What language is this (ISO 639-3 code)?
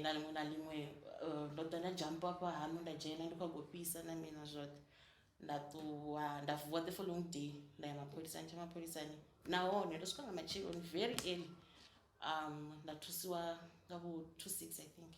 ven